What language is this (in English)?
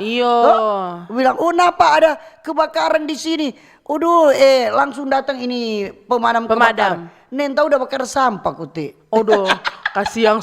Manado Malay